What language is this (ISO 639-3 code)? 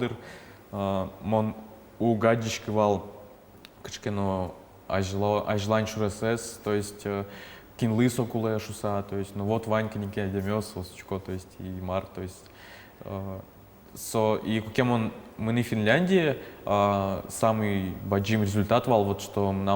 udm